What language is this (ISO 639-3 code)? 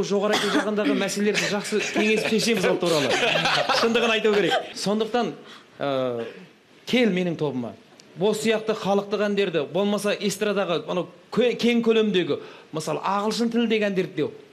kaz